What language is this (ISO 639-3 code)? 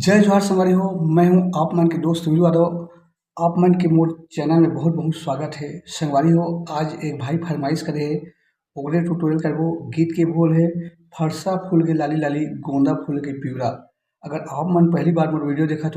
hne